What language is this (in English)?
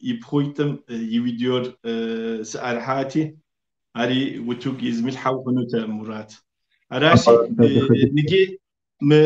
Kabardian